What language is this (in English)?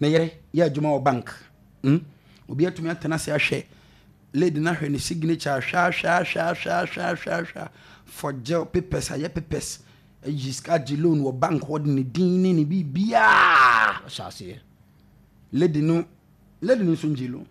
Akan